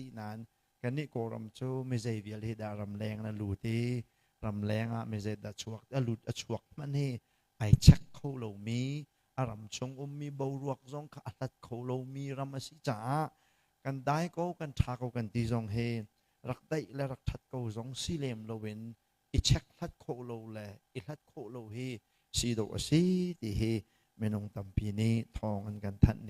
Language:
Hakha Chin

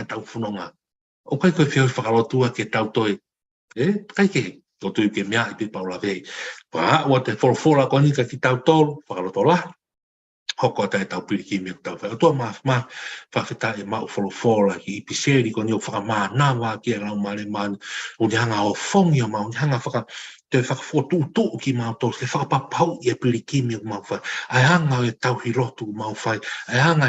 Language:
Tongan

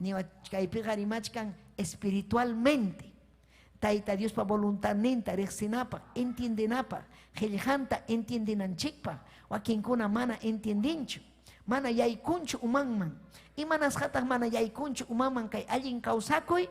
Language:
Ayacucho Quechua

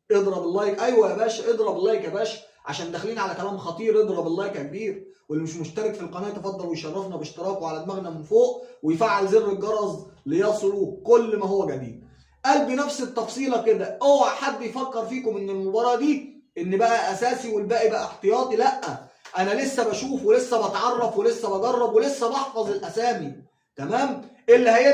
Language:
Egyptian Arabic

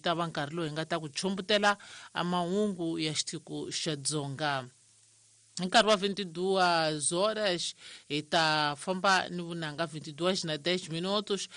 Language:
Tsonga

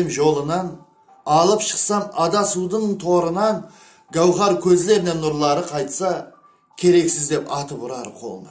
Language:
Kara-Kalpak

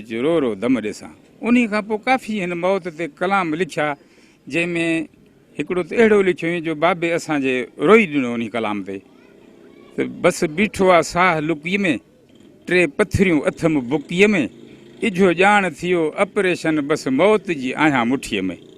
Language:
Sindhi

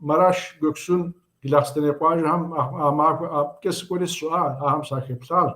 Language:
Kabardian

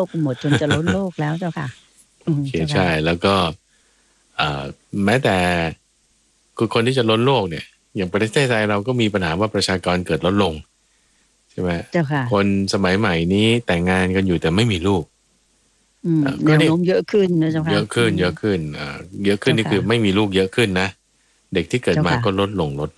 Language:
Thai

